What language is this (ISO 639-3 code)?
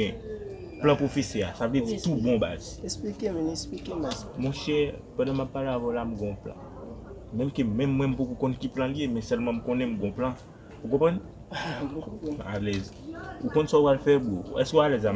hat